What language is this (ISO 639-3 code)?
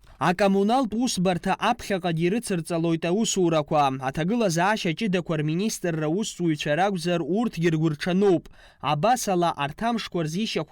abk